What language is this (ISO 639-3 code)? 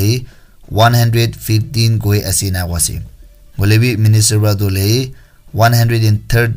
nag